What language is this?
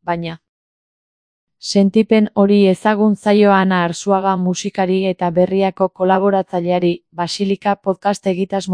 Basque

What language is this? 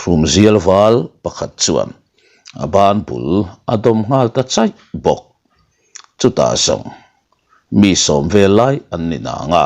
Mizo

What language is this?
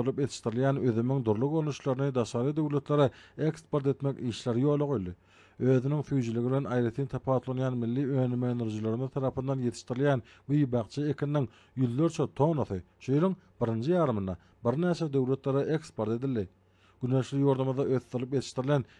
Turkmen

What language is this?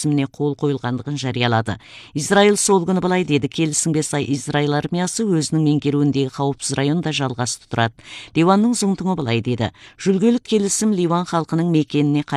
Kazakh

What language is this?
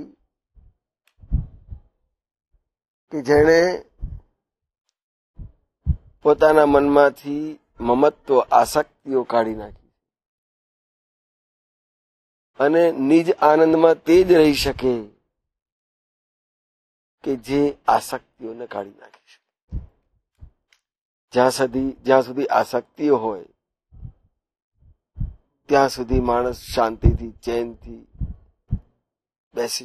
Gujarati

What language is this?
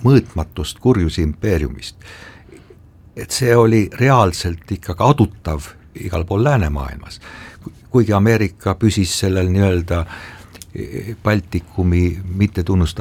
Estonian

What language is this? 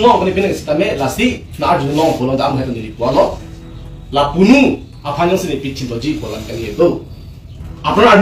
Karbi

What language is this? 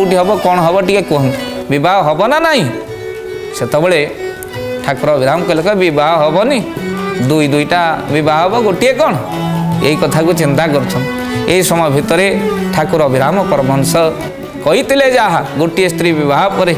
Odia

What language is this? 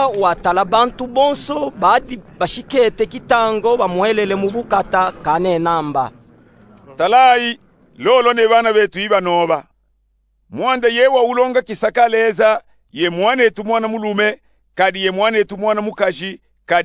Luba-Katanga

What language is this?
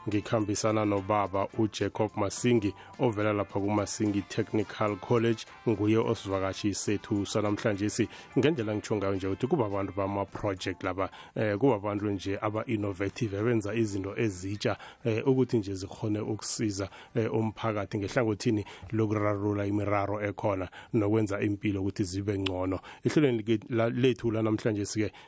South Ndebele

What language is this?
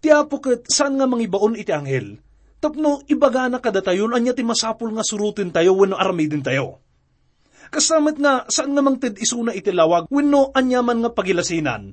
Iloko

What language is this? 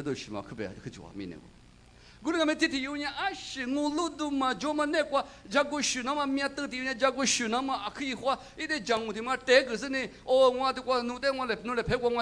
Lisu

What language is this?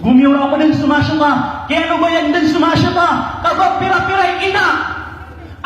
Maranao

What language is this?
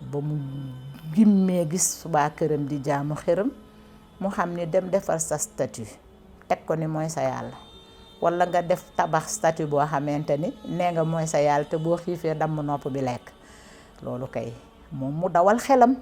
Wolof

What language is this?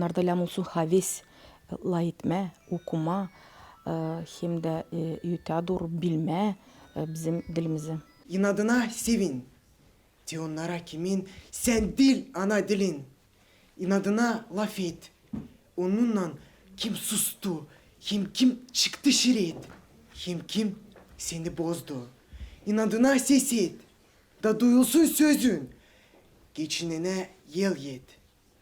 Gagauz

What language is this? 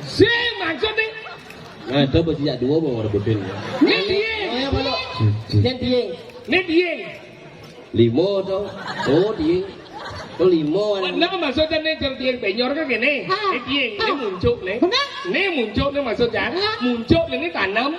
Balinese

